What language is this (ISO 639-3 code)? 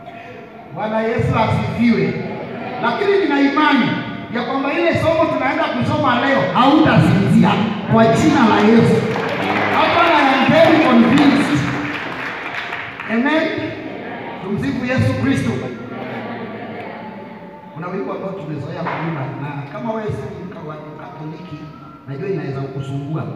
swa